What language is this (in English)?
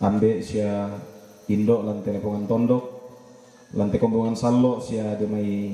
Toraja-Sa'dan